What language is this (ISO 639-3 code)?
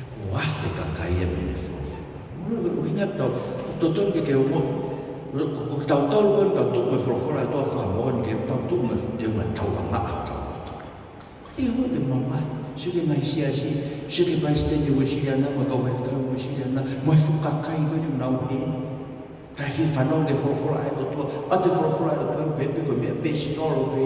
ton